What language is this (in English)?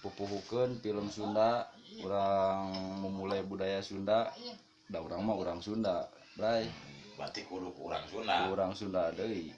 Sundanese